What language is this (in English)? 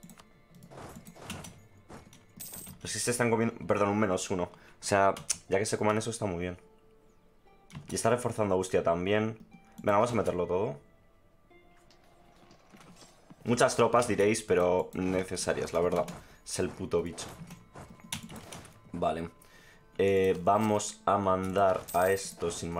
Spanish